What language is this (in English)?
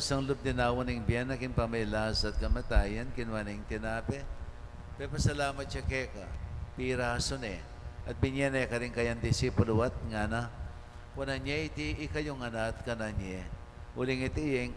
Pampanga